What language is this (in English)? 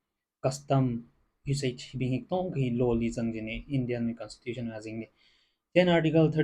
Tangkhul Naga (India)